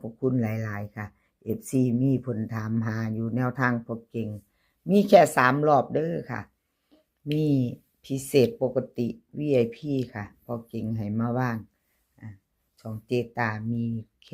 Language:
Northeastern Thai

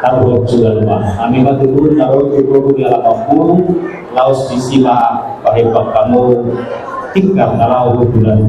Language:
Batak Toba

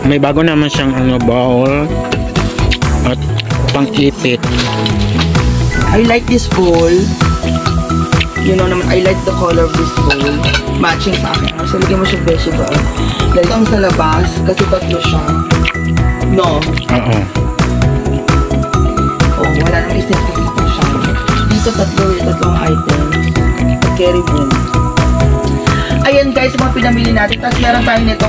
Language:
Filipino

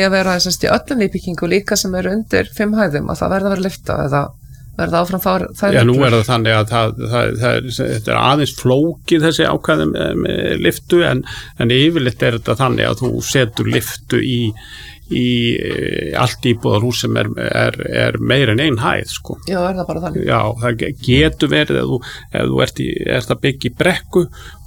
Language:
Icelandic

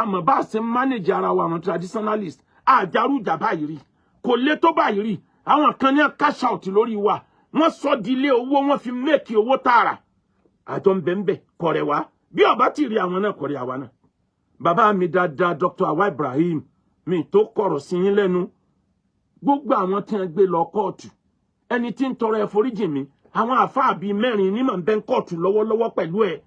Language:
Yoruba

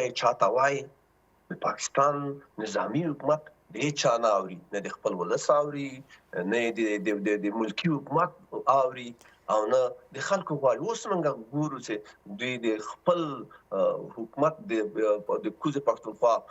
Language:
Pashto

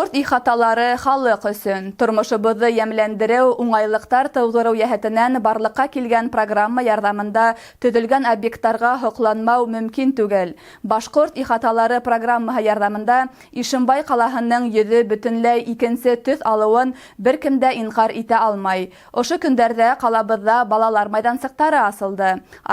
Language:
Bashkir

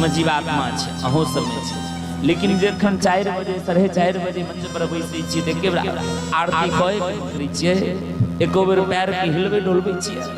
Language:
Maithili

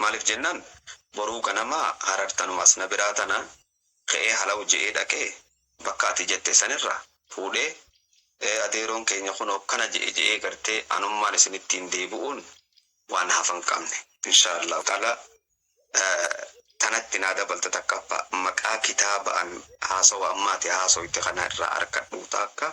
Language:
Oromo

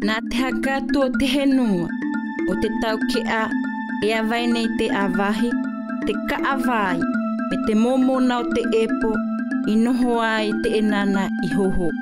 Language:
South Marquesan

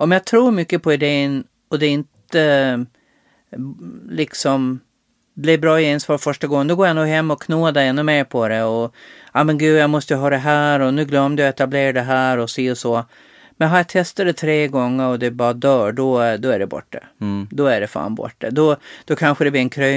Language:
Swedish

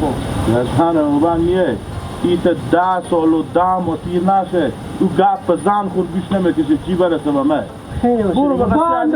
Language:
Hazaragi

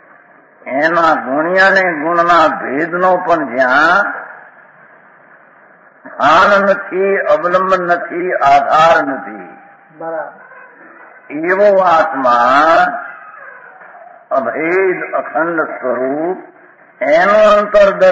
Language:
Gujarati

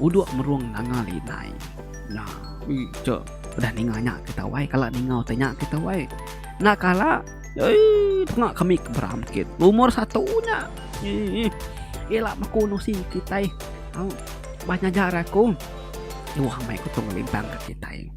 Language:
Iban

